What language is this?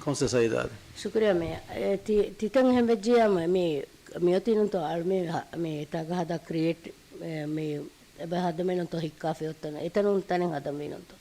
Divehi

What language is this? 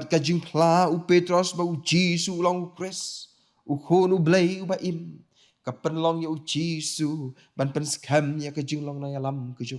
Khasi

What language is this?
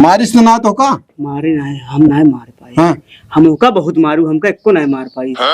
Awadhi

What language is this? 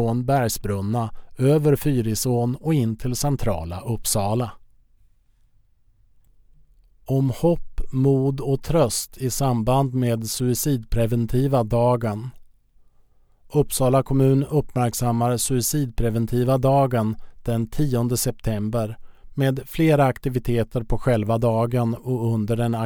Swedish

